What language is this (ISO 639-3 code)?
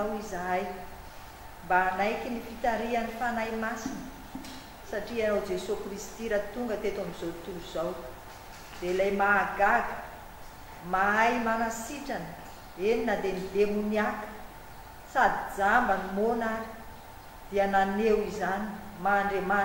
mlg